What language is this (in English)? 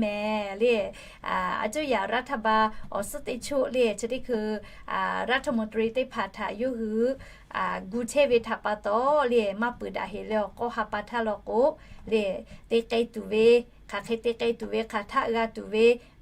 Lahu